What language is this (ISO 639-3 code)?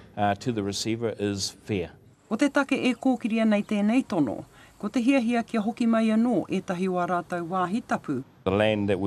mri